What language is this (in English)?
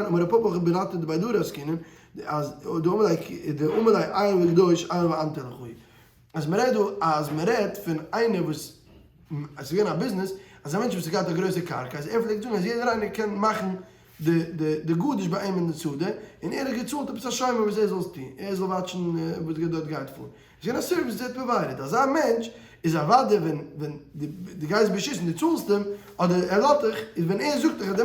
Yiddish